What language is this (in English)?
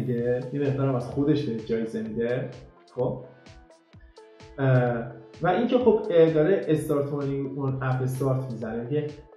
Persian